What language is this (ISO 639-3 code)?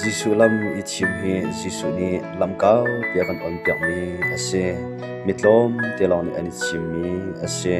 cnh